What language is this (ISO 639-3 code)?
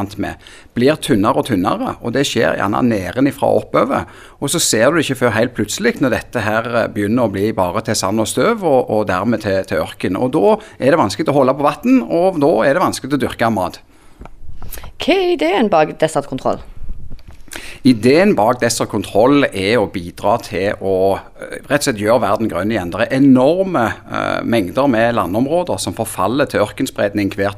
nor